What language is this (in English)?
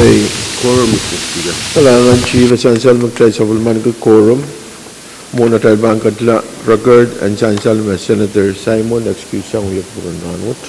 Pohnpeian